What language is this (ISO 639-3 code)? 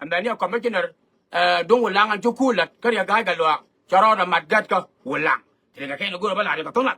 nus